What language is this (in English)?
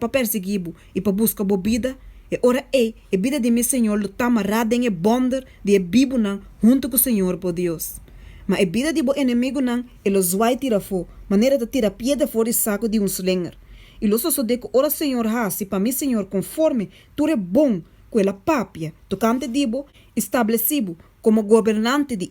Papiamento